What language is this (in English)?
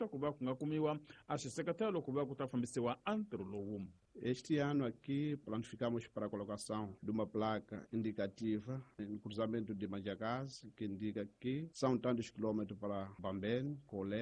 Tsonga